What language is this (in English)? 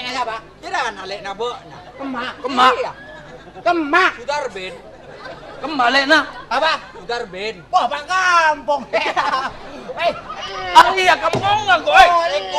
Madurese